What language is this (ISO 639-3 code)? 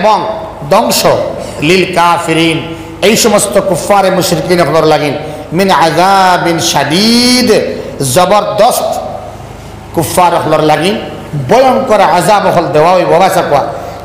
syl